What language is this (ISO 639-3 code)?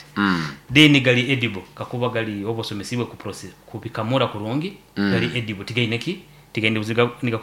nyo